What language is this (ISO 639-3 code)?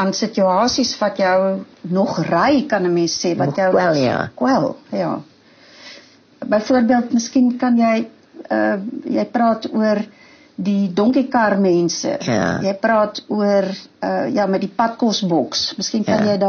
afr